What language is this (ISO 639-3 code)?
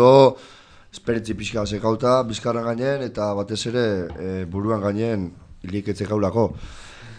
eus